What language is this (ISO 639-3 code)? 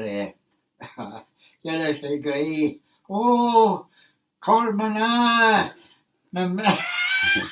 glv